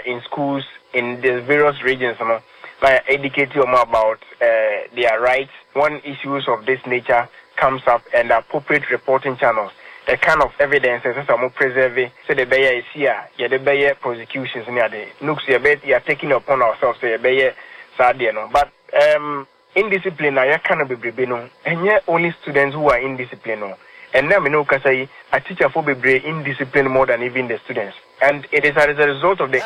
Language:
Akan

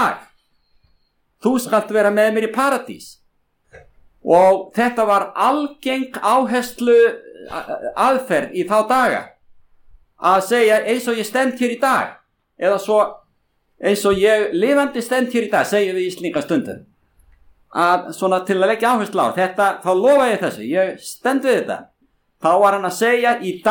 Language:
Icelandic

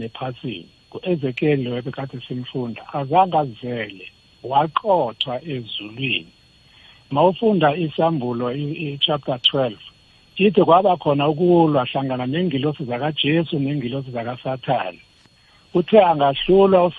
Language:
South Ndebele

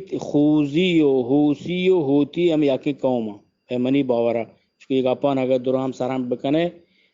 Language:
Eastern Balochi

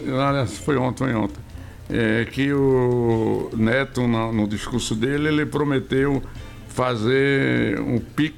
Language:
Portuguese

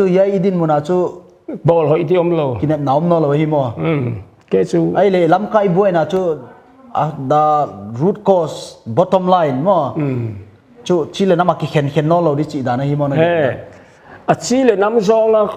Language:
Paite Chin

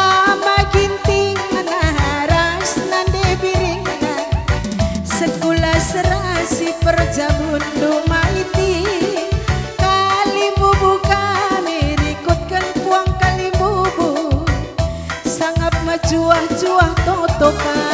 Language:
Batak Karo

